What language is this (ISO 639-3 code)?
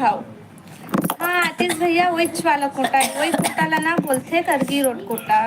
hne